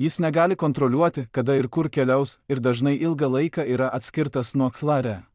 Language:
Lithuanian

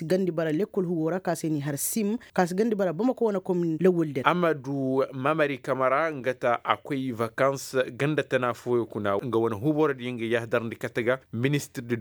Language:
Koyraboro Senni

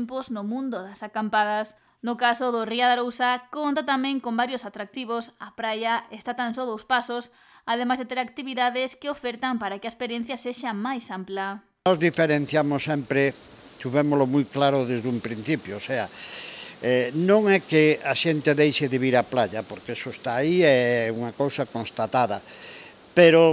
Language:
Galician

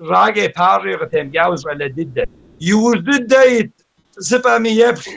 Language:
Kabardian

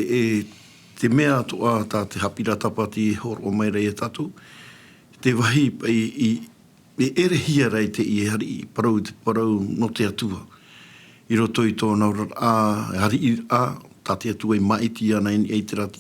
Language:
Tahitian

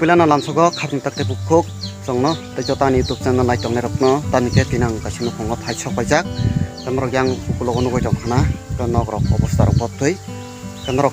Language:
Kok Borok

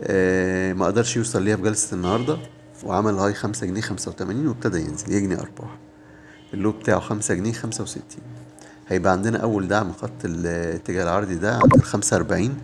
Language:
Egyptian Arabic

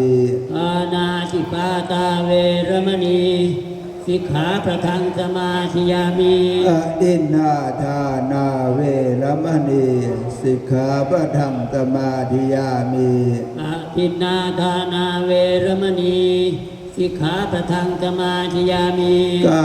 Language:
Northeastern Thai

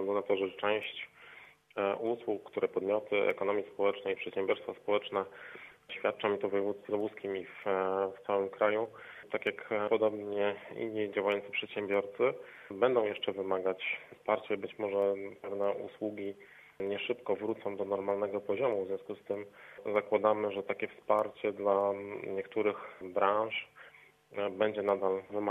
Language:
Polish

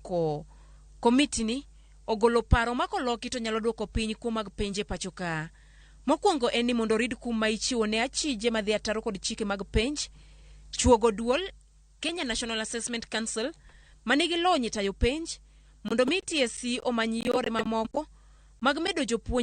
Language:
Luo (Kenya and Tanzania)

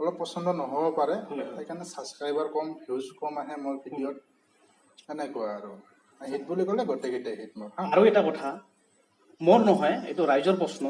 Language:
Assamese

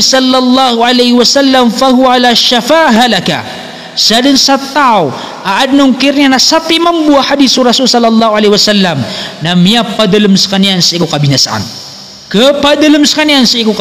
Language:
Maranao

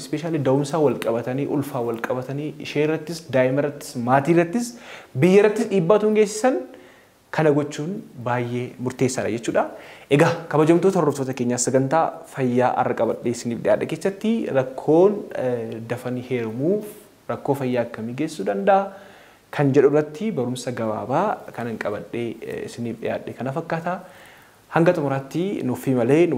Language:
Oromo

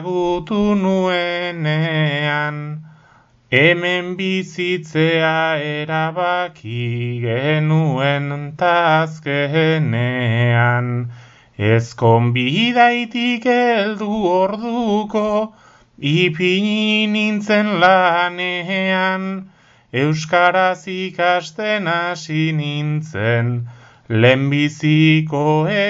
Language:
Basque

